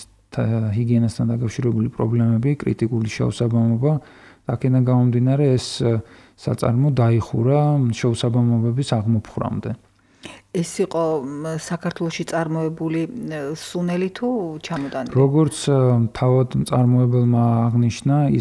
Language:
Georgian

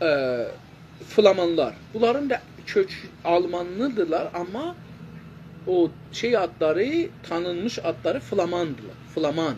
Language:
South Azerbaijani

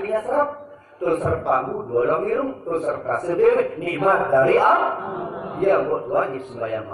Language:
Sasak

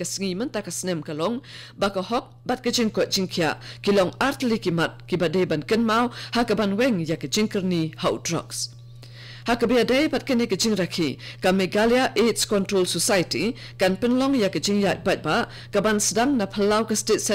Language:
Khasi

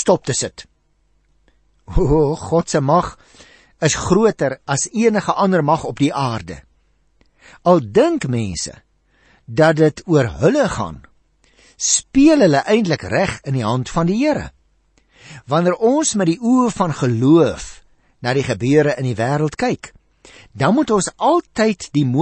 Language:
Afrikaans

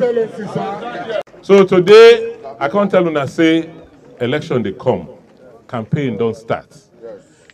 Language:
Nigerian Pidgin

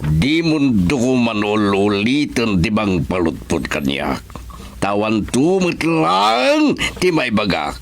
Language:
Iloko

